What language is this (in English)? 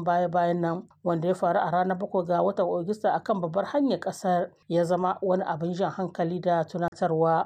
Hausa